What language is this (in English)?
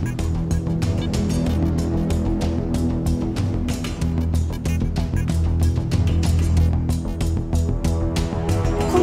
Thai